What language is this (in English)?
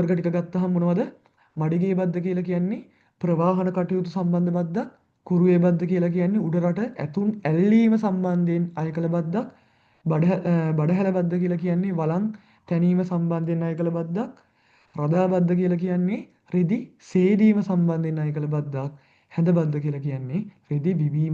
Sinhala